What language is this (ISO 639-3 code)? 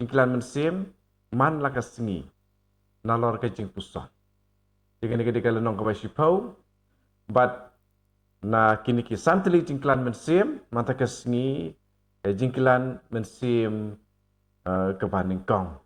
kha